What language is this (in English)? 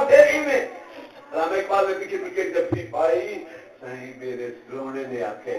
Saraiki